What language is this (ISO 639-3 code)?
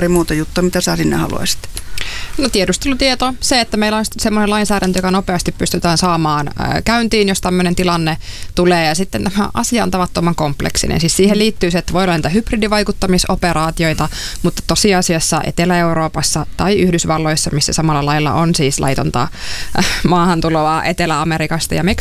fin